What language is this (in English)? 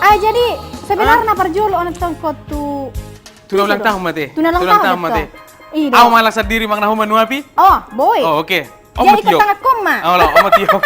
Batak Toba